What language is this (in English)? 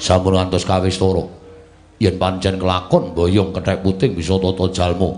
Javanese